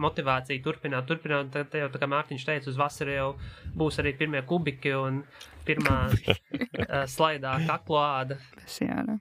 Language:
Latvian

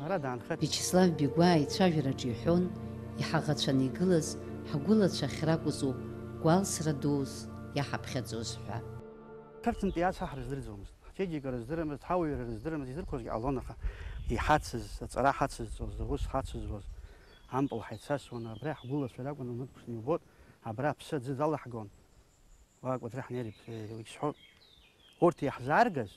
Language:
Abkhazian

